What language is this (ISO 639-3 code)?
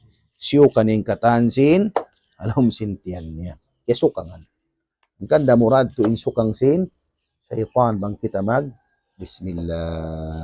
tsg